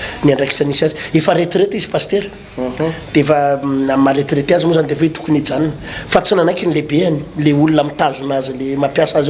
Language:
Malagasy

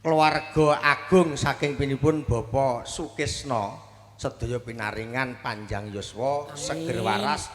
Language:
Javanese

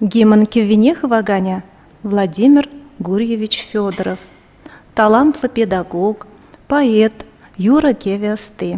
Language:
Chuvash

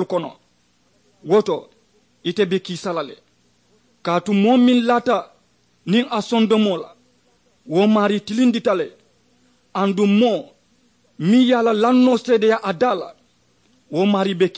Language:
Mandingo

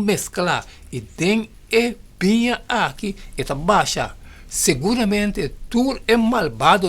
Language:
Papiamento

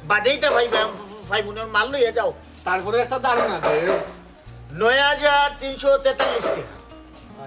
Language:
Sylheti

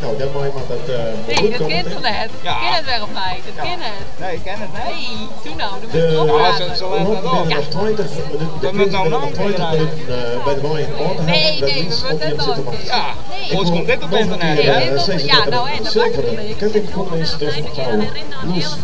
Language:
Western Frisian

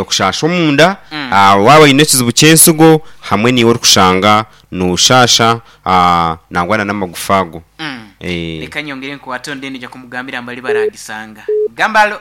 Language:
Nyankole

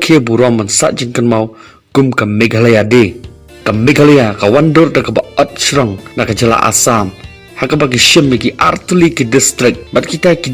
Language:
Khasi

